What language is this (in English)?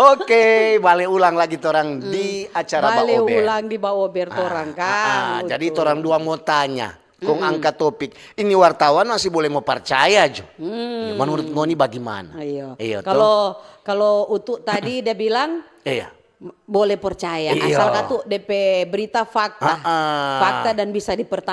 Manado Malay